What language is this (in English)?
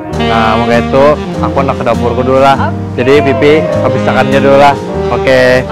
Banjar